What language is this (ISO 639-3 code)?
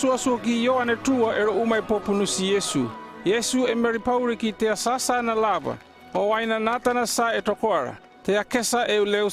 llp